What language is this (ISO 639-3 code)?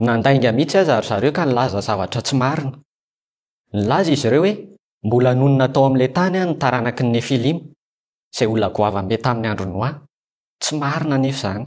mlg